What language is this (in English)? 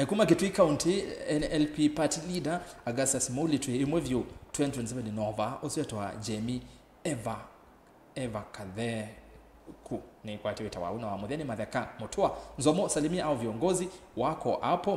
Kamba